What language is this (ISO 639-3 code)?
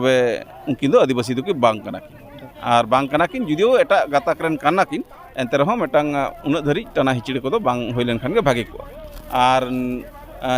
sat